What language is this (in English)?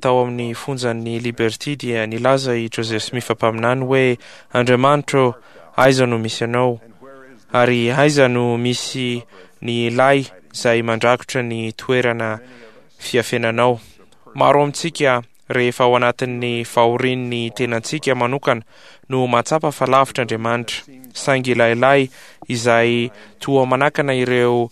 Malagasy